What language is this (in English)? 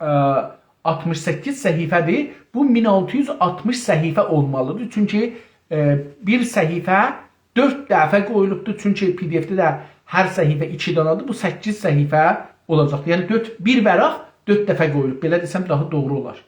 South Azerbaijani